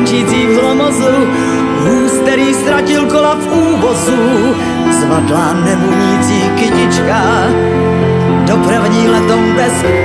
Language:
Czech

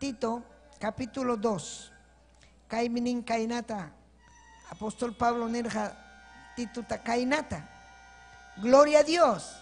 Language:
Ayacucho Quechua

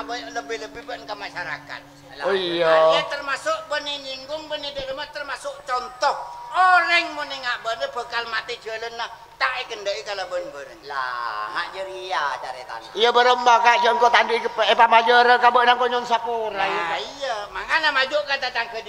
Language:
Madurese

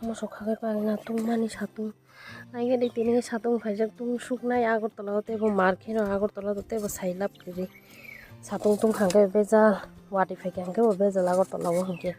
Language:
Kok Borok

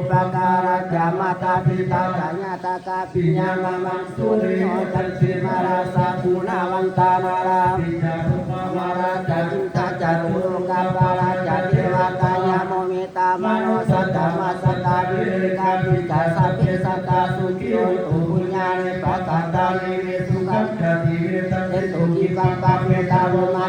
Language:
Pali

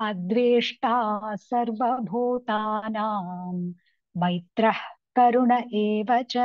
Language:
Sanskrit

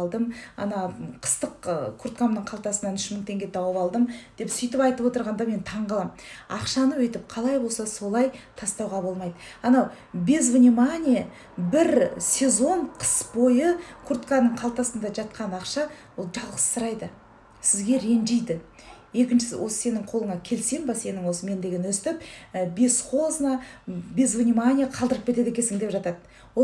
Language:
Kazakh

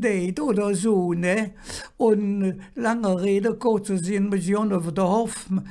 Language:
Colognian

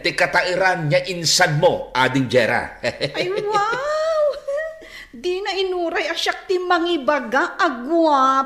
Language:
Iloko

